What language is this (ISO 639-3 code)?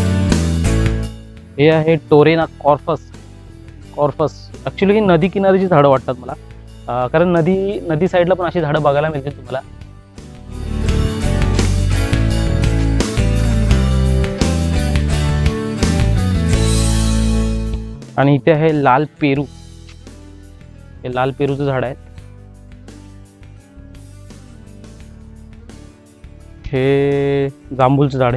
mar